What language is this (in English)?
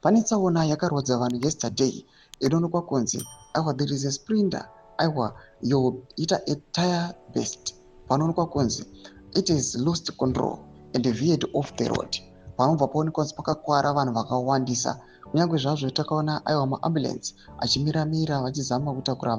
Shona